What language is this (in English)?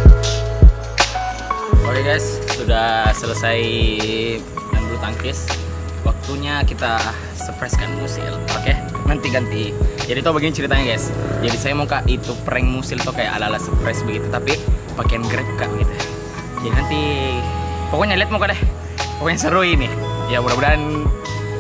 Indonesian